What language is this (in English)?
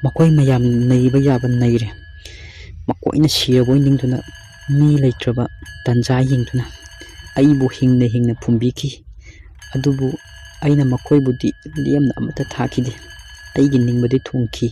Manipuri